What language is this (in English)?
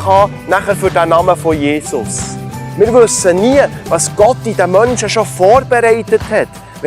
Swiss German